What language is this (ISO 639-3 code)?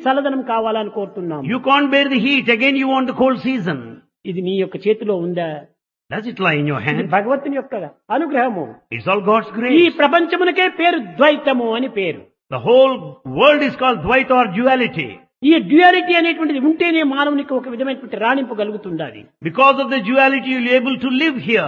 tel